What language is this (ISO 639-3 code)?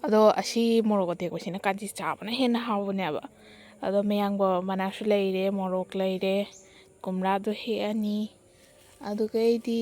mni